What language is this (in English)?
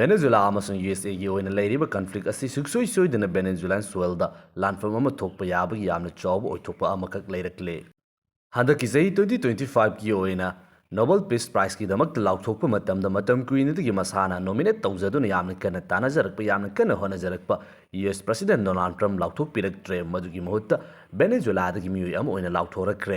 Manipuri